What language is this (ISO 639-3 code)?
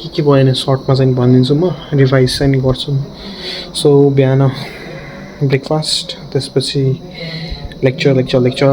nep